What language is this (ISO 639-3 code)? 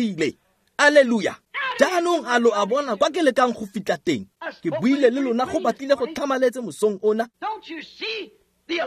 tsn